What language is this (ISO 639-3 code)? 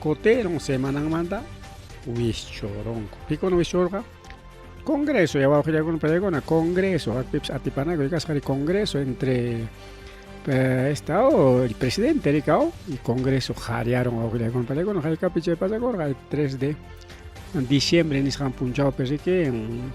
quy